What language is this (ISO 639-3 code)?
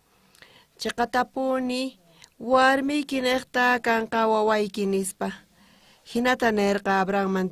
quh